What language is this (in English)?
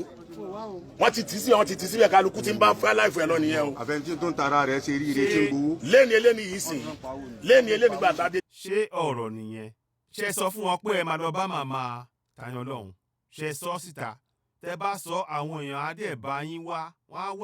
Yoruba